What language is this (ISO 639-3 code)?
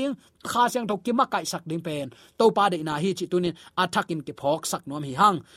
ctd